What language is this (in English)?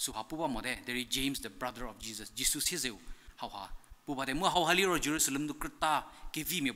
Angami Naga